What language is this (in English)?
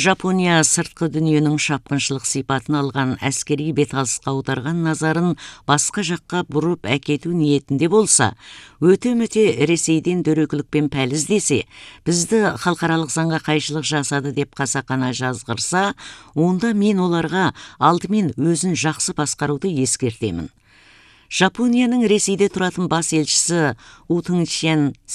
Kazakh